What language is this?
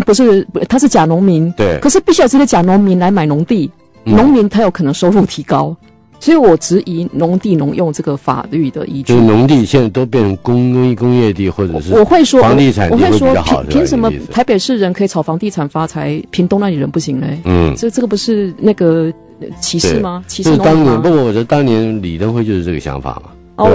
Chinese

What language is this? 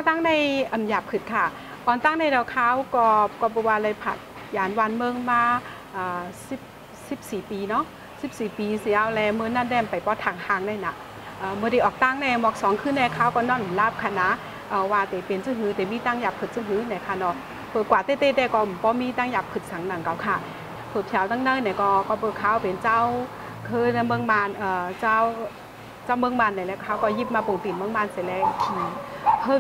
Shan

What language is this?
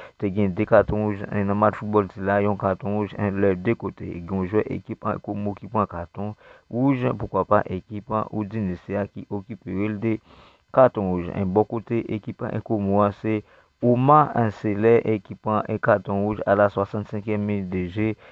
Haitian Creole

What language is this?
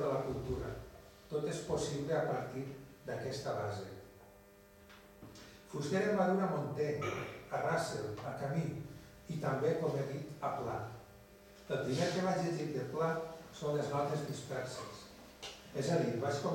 Catalan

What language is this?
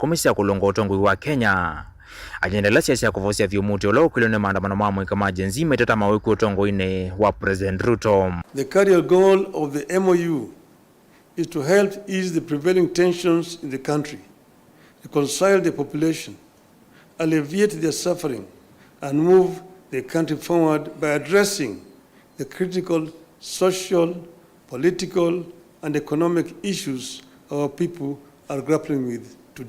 Kamba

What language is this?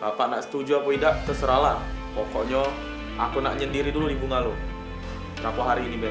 Musi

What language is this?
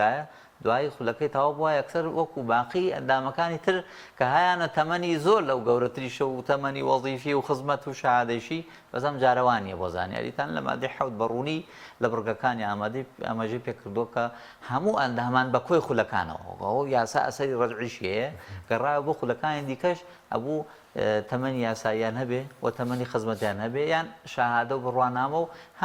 Central Kurdish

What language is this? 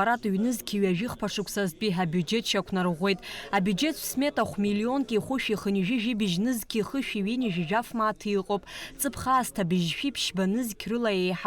Abkhazian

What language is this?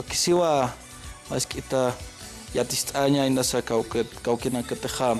Aymara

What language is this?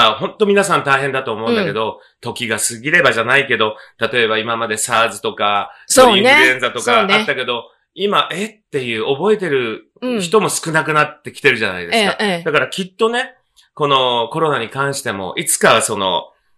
Japanese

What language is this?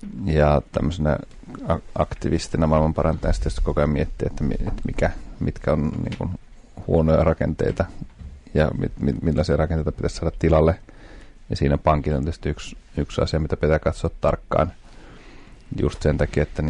Finnish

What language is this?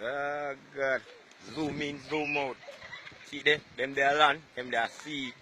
Jamaican Creole English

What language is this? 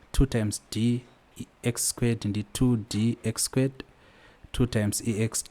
Shona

